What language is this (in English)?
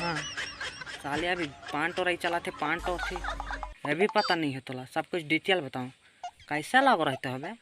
Chhattisgarhi